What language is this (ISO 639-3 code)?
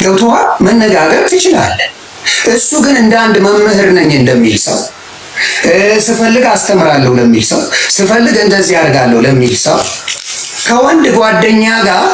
amh